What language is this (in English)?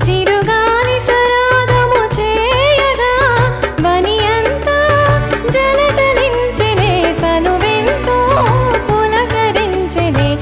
Telugu